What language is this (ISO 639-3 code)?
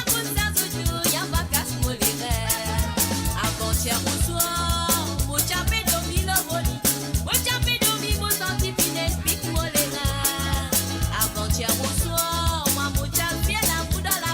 mfe